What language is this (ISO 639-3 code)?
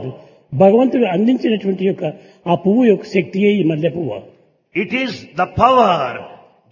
tel